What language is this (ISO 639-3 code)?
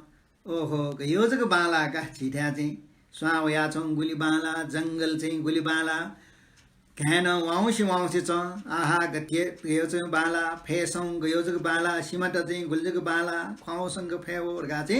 new